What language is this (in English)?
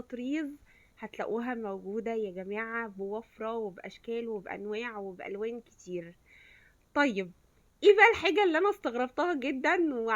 Egyptian Arabic